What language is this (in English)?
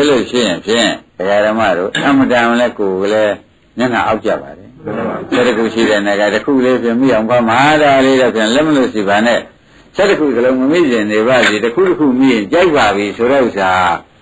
Burmese